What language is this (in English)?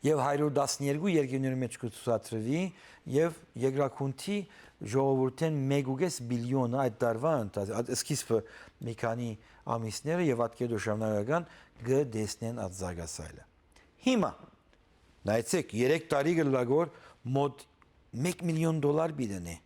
Western Armenian